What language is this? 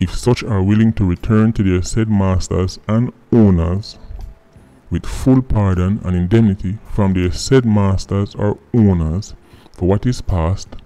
Jamaican Creole English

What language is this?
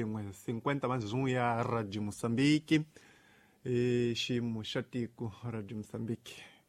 Tsonga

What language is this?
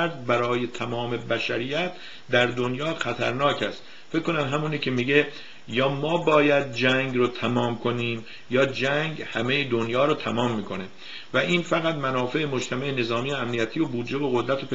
Persian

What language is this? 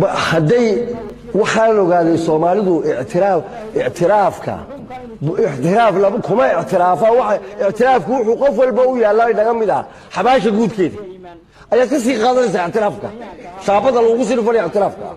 Somali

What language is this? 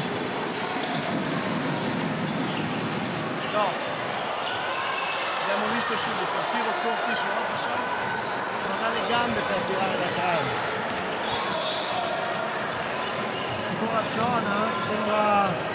Italian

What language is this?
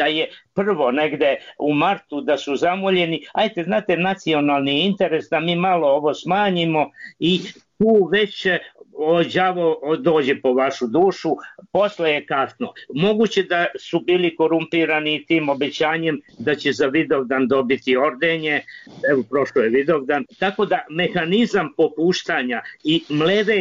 Serbian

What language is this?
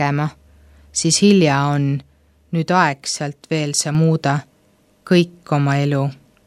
Estonian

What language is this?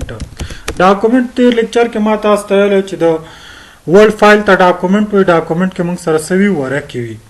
Pashto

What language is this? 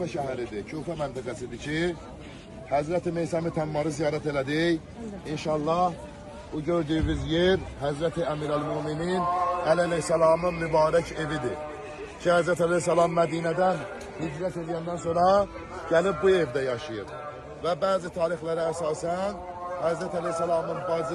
Azerbaijani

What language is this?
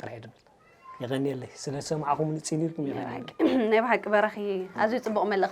Tigrinya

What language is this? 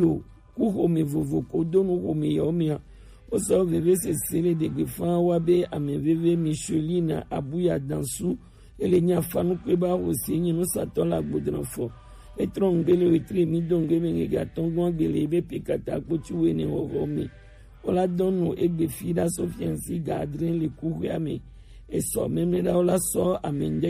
Gen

